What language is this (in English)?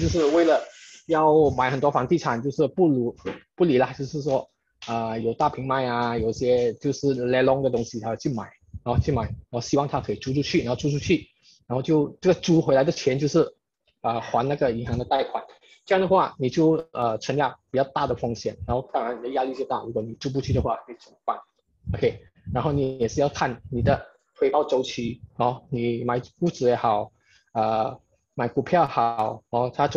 Chinese